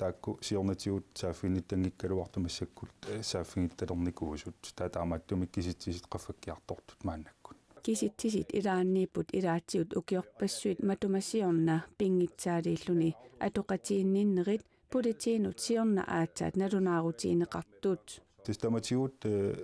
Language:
Kalaallisut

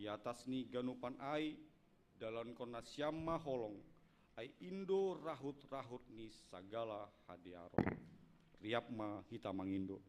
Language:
Batak Simalungun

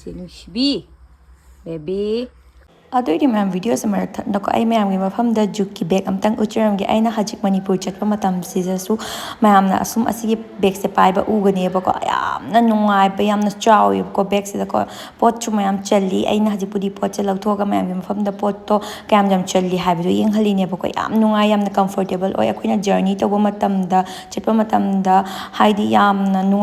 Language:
Manipuri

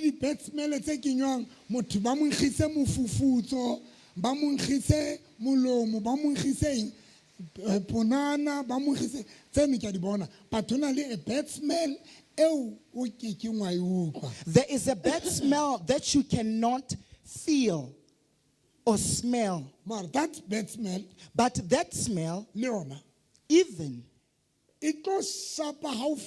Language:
Southern Sotho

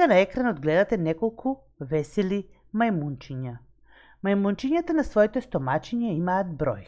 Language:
Macedonian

